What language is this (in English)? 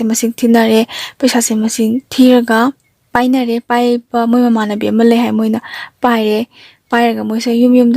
Manipuri